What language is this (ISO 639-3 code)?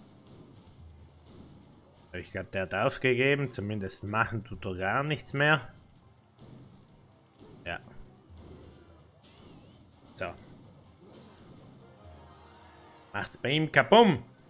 deu